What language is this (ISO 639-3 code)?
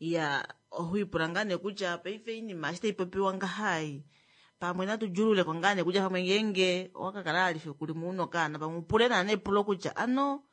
kua